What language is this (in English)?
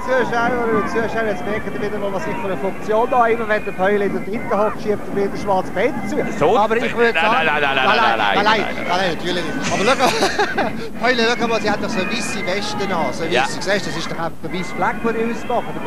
German